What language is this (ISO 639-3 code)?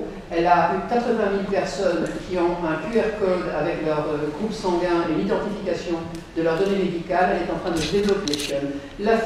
fra